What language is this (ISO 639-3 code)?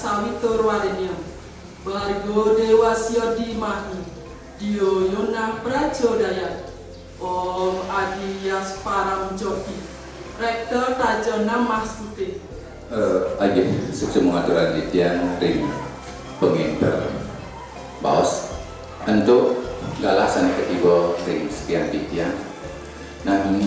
ban